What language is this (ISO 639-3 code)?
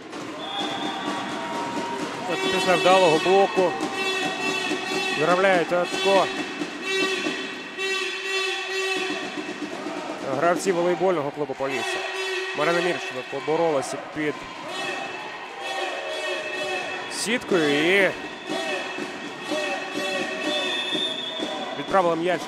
ukr